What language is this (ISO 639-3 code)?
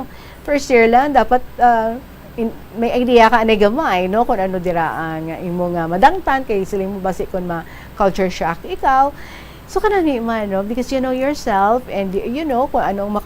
hil